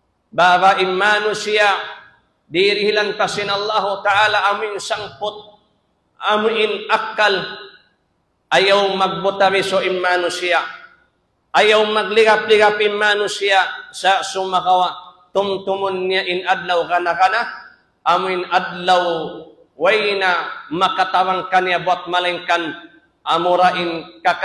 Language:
Tausug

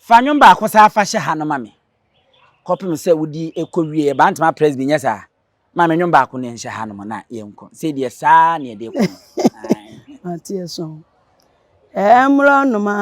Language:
Akan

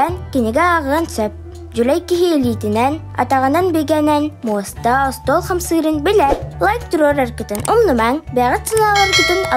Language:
Yakut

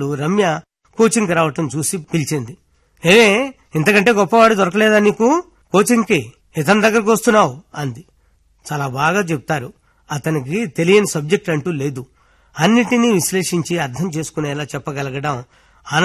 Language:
Telugu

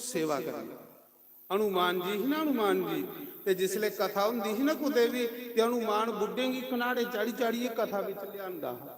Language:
Dogri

